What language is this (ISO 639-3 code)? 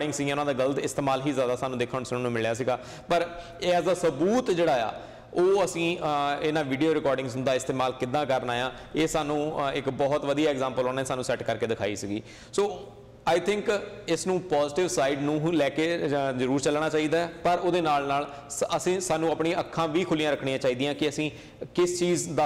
pan